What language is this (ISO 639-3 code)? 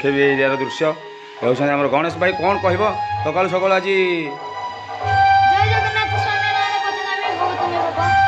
ori